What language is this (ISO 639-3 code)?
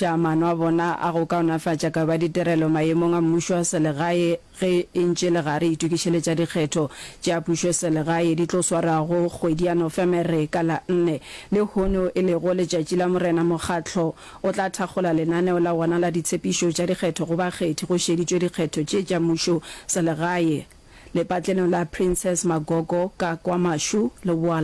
nso